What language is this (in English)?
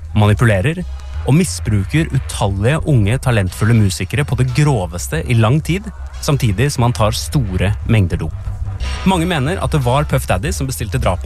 Norwegian